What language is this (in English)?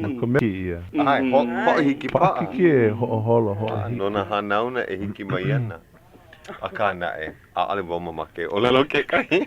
Hawaiian